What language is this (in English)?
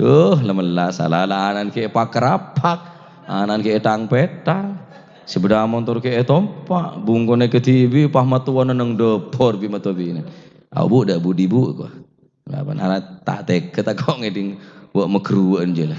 Madurese